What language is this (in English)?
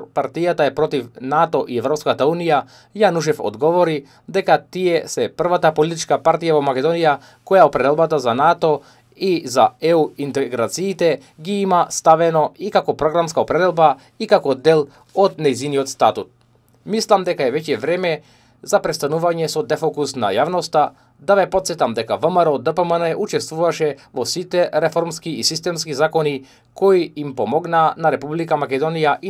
Macedonian